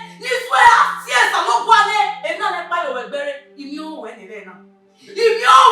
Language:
Bini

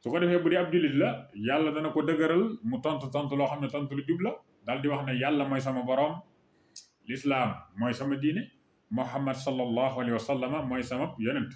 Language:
Wolof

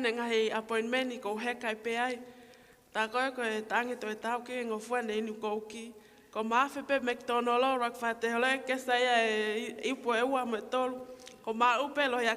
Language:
Tongan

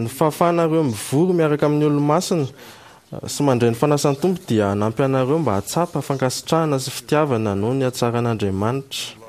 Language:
Malagasy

